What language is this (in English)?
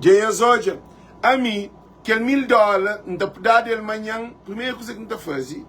Kabuverdianu